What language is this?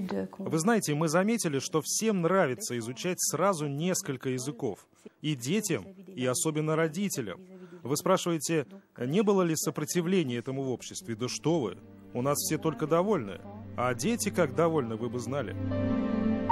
Russian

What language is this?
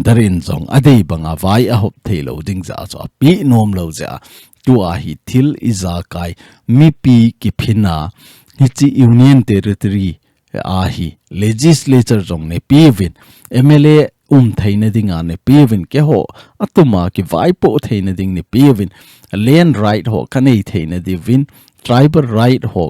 Thado Chin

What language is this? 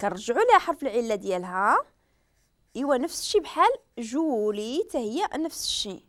Moroccan Arabic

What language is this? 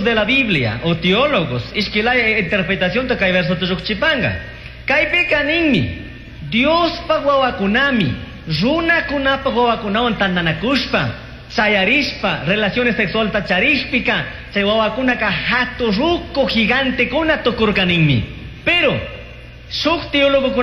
Chimborazo Highland Quichua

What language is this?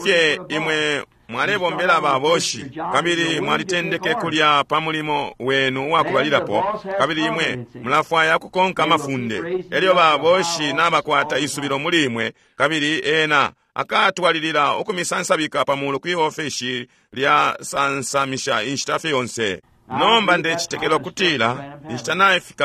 Bemba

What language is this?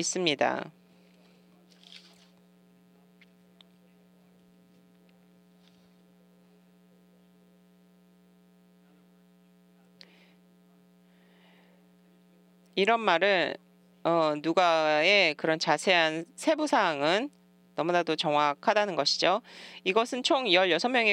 Korean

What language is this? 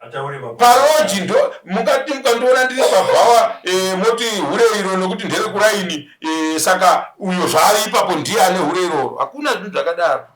Shona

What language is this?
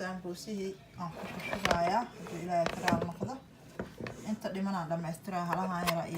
Somali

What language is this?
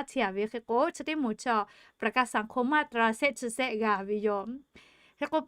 Lahu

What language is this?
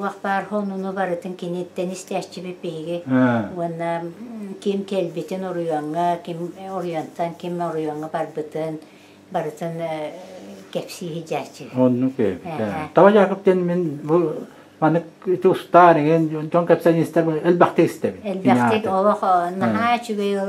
Yakut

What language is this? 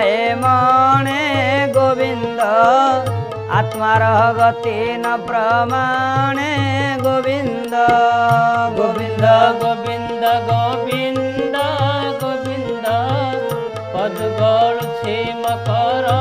Odia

